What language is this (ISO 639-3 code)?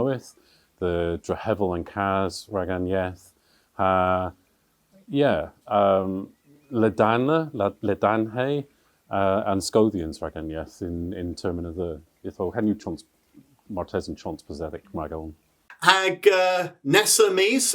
cor